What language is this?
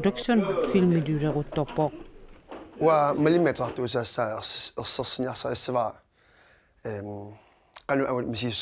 Kalaallisut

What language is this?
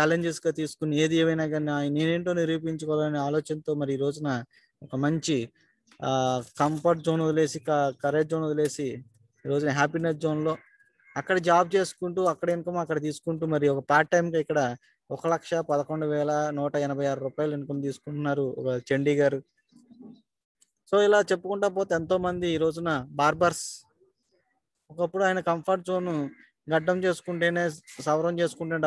Telugu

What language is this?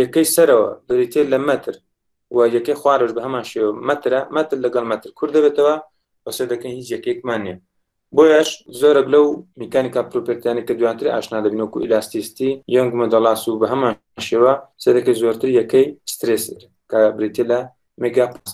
Central Kurdish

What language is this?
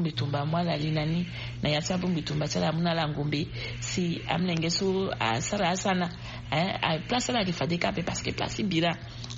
Sango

